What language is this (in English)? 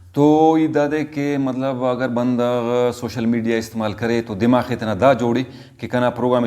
Brahui